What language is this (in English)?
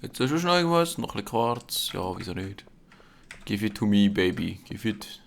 Swiss German